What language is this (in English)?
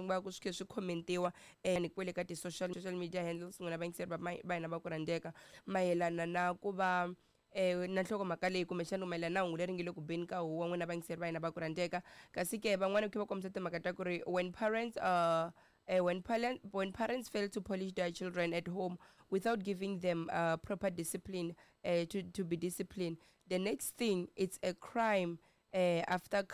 Tsonga